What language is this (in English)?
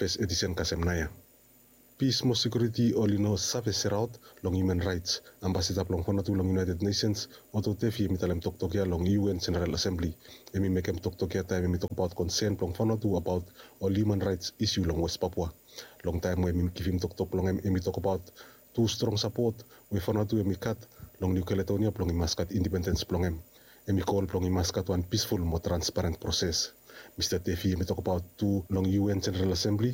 Bislama